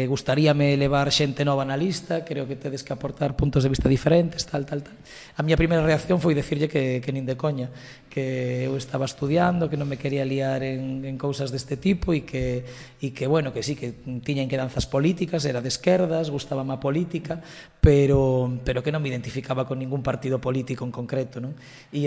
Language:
Galician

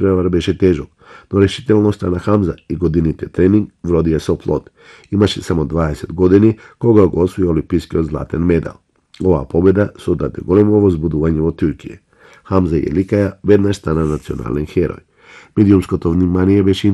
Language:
Macedonian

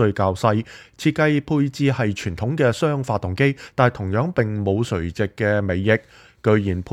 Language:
Cantonese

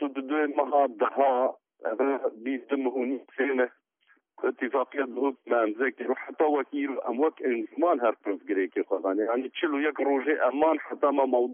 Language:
Kurdish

